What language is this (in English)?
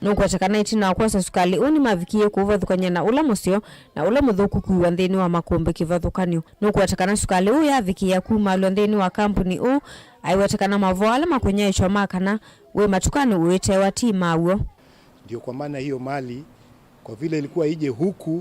Kamba